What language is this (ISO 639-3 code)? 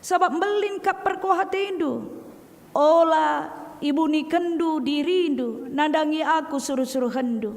btx